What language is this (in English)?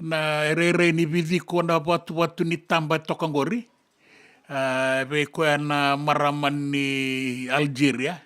Fijian